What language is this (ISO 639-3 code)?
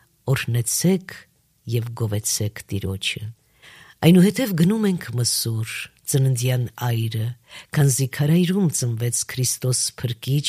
hye